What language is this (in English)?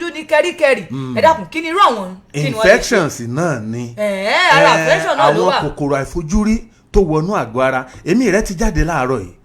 Yoruba